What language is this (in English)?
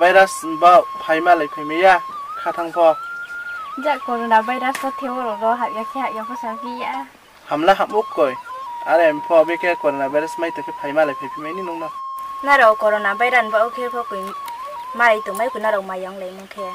Riang (India)